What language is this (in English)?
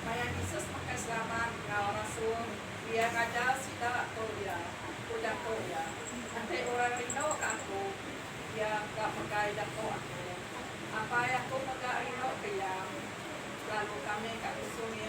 Iban